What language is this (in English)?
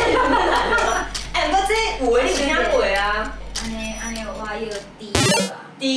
Min Nan Chinese